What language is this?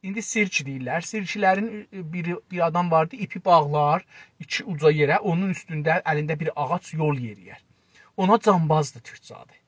South Azerbaijani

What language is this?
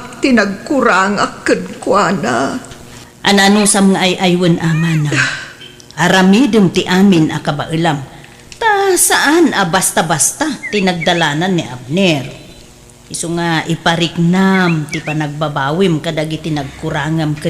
Iloko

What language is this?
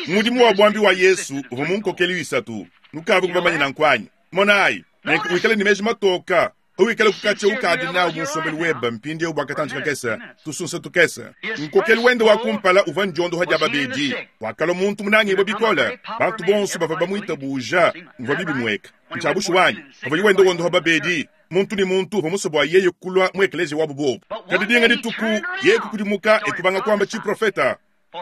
Luba-Lulua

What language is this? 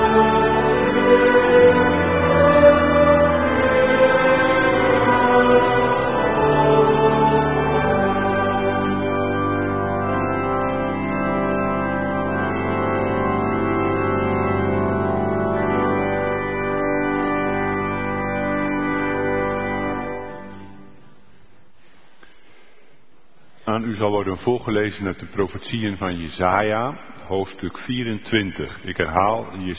Dutch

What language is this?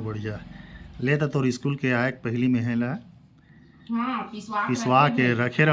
Chhattisgarhi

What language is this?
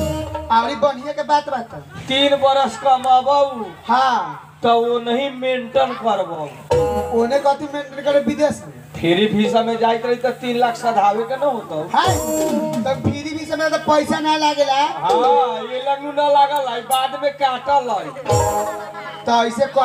Bhojpuri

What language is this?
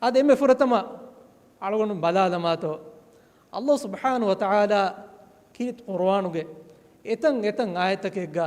Divehi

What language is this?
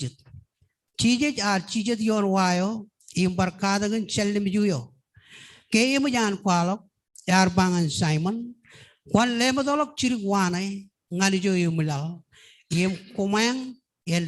Marshallese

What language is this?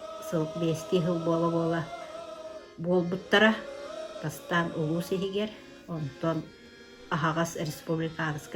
Yakut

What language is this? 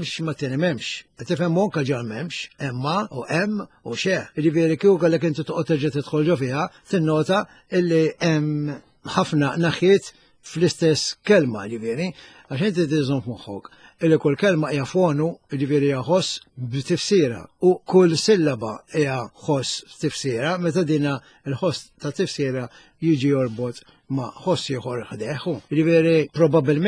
Maltese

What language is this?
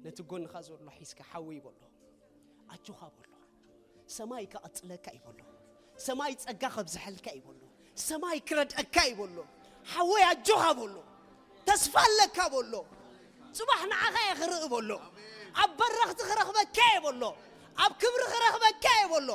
Tigrinya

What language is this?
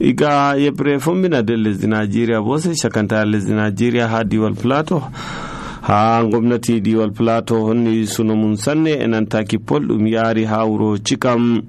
Nigerian Fulfulde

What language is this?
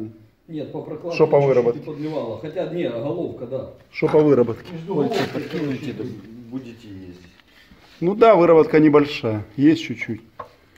Russian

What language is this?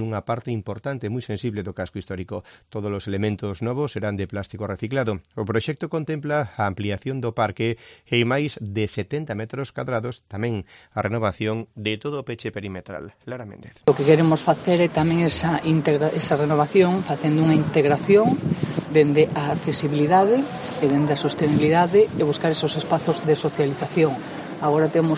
Galician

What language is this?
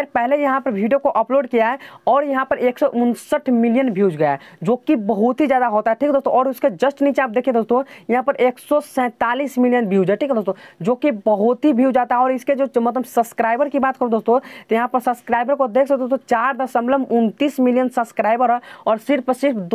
Hindi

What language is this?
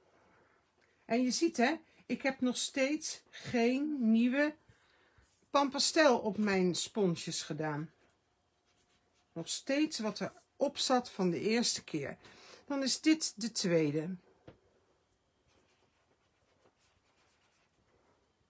Dutch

